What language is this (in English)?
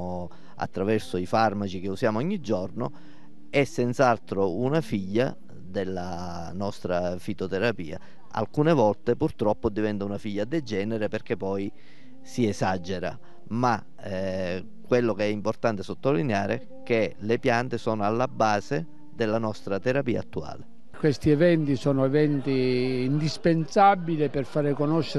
Italian